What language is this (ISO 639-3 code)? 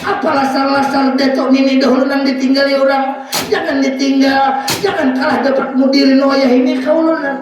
bjn